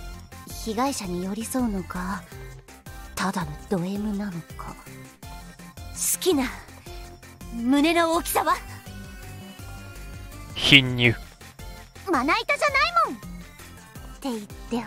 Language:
Japanese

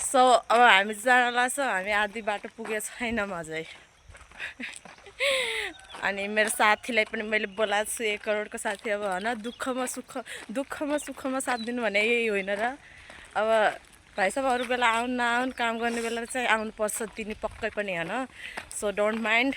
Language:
Nepali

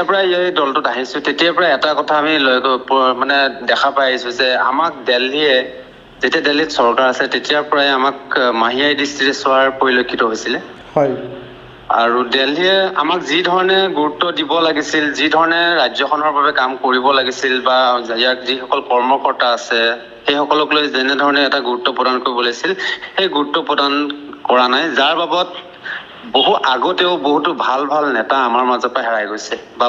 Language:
Assamese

